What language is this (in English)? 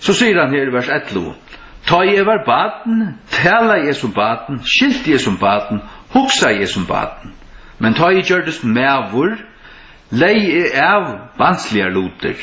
Faroese